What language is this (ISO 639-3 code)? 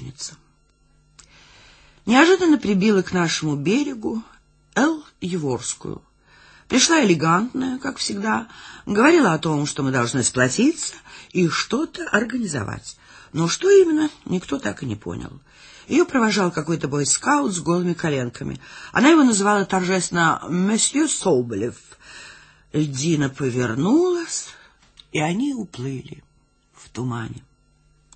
rus